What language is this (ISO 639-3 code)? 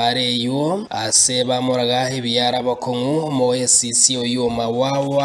guz